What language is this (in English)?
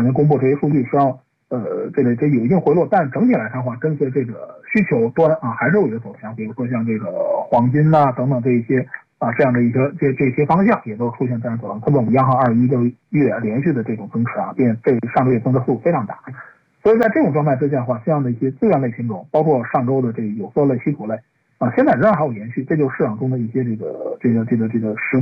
Chinese